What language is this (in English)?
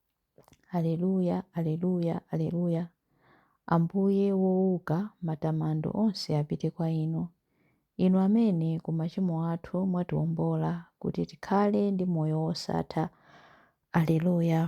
Nyanja